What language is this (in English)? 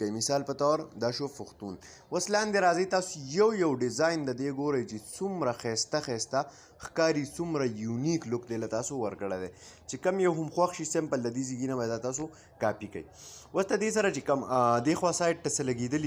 Pashto